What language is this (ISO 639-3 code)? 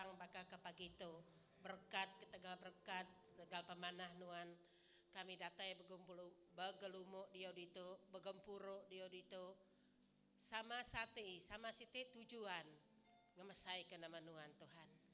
iba